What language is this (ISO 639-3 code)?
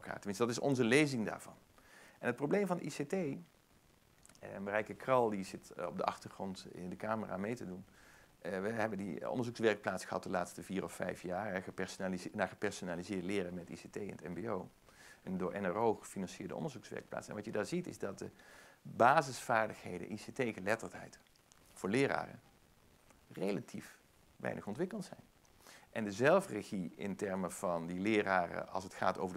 nld